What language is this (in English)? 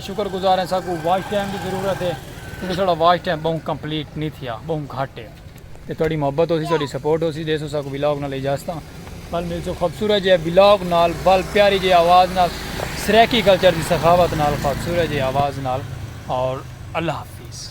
Saraiki